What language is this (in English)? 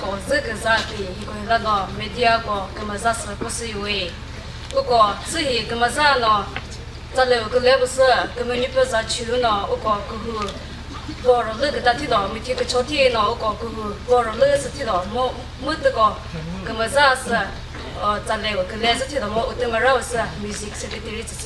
Chokri Naga